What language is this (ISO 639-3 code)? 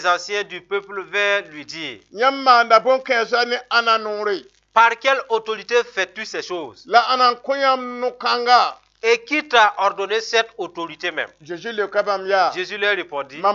mos